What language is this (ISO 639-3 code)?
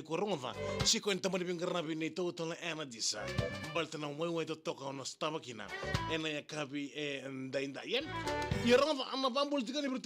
fij